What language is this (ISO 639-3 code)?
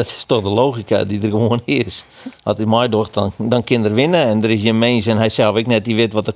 fry